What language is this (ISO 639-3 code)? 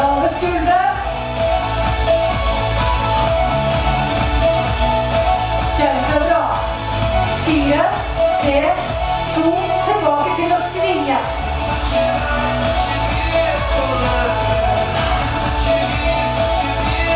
nor